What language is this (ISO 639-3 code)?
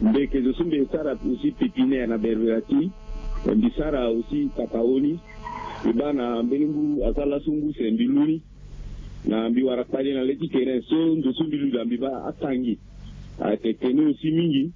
sag